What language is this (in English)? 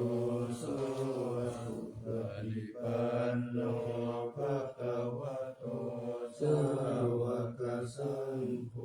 Pali